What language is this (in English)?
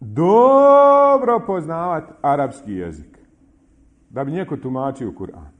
Bosnian